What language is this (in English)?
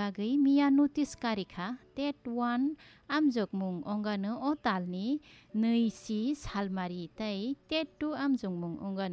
Kok Borok